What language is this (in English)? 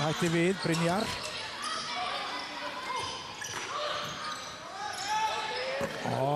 Icelandic